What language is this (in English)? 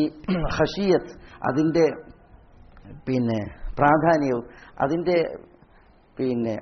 Malayalam